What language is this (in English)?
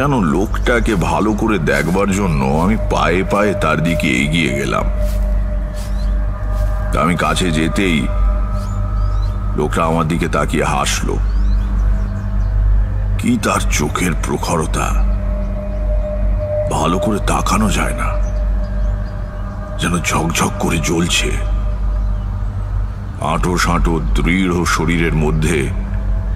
Bangla